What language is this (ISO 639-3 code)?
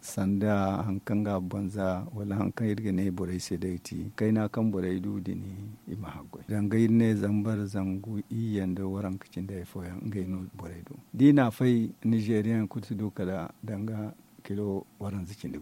dje